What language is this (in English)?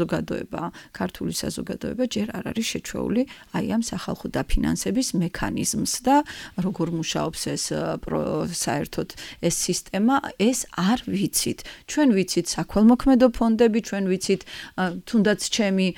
Georgian